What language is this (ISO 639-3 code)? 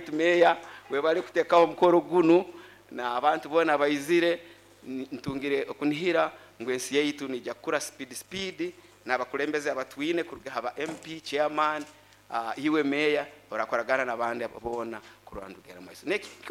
nyo